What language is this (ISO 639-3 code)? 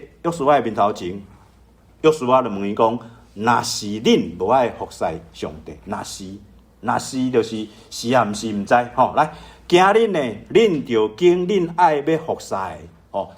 nan